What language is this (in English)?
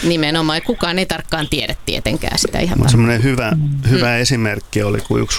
Finnish